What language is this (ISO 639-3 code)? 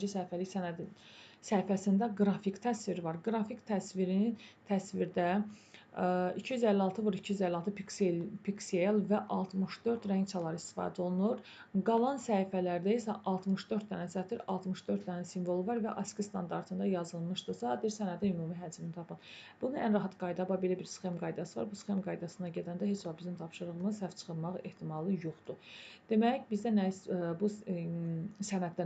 aze